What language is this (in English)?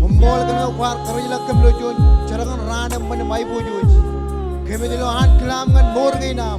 Marshallese